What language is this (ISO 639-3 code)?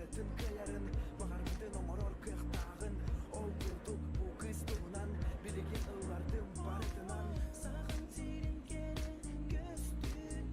sah